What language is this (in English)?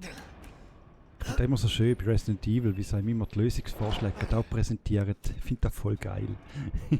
Swiss German